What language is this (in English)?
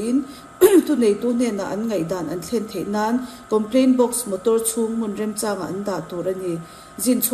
Mizo